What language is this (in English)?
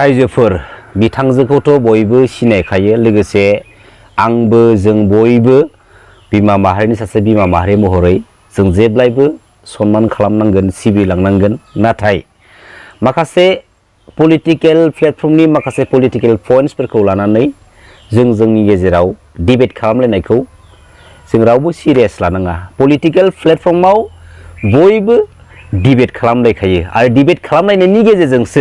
Bodo